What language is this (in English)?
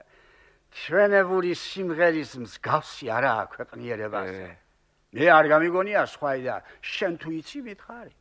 Georgian